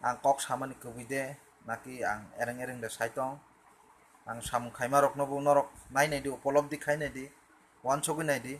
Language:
Kok Borok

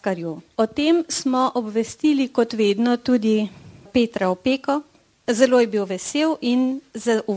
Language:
Slovenian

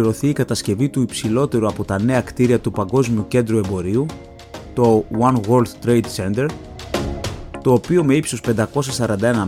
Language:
Greek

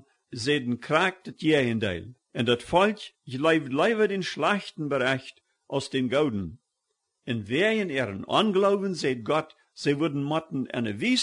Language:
Plautdietsch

